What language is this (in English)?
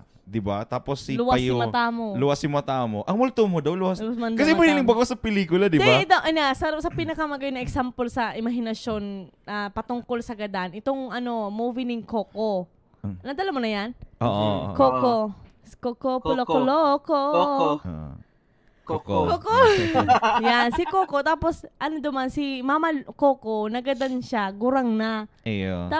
Bikol